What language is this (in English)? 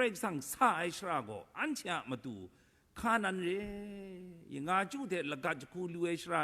Kachin